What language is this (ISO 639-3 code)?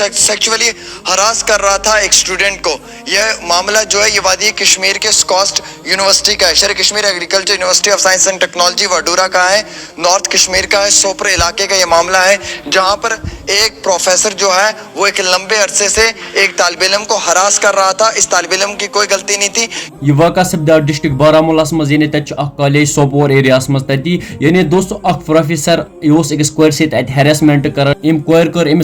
kas